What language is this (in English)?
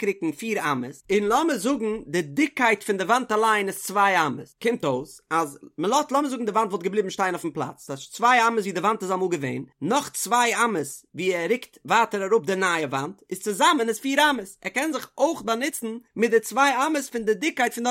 Yiddish